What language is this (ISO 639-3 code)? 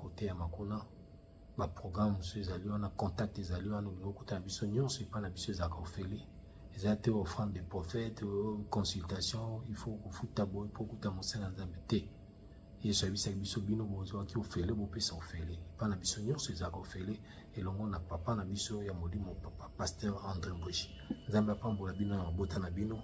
lin